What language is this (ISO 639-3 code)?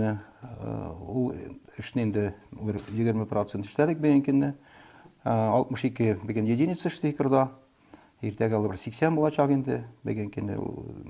tat